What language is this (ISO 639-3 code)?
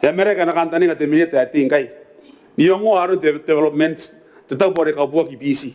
gil